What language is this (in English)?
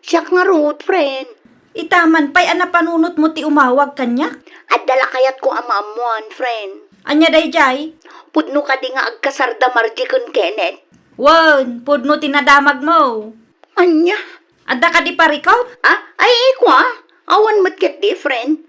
Iloko